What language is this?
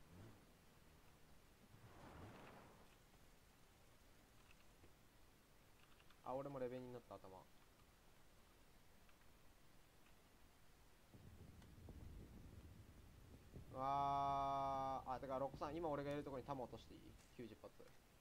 Japanese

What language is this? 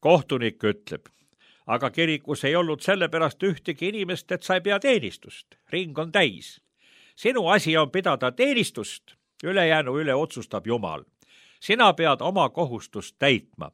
Estonian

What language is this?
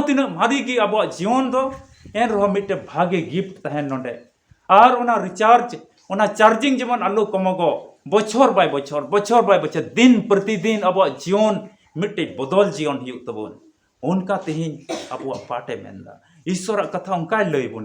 Santali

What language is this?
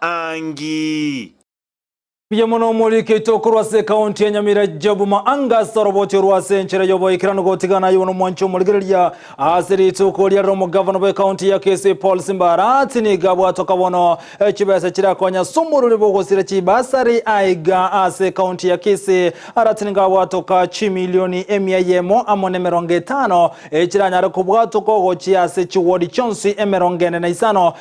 Gusii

